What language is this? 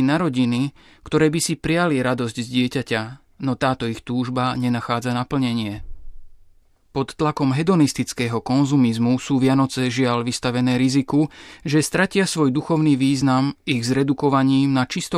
Slovak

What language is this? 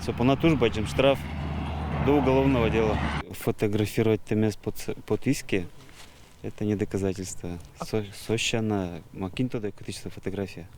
Udmurt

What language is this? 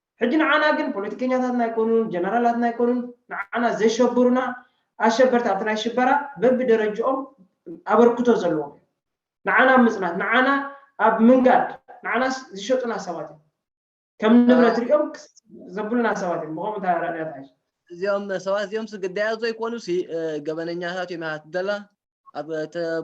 Tigrinya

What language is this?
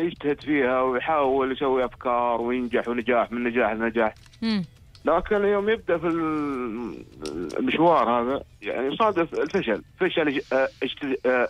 Gulf Arabic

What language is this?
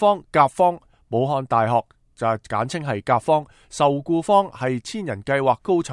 Cantonese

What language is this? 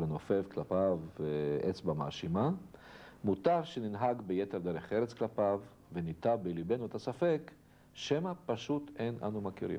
Hebrew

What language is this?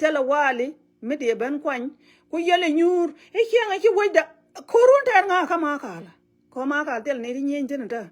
Nuer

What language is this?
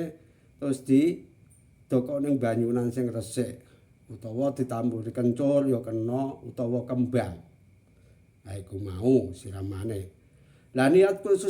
Javanese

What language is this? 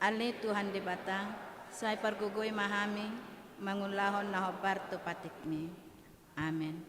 Batak Toba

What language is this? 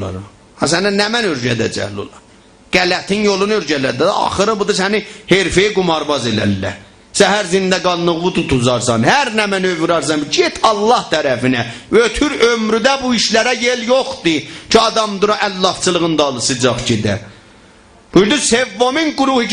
South Azerbaijani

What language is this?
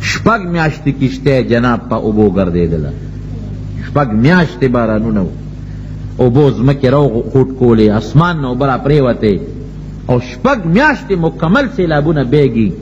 Pashto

